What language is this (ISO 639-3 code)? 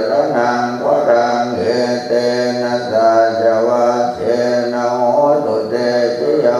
pli